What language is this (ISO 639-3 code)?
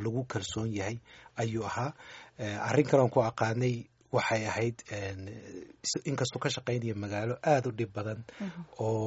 som